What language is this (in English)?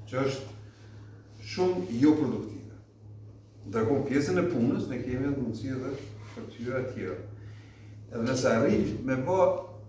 Albanian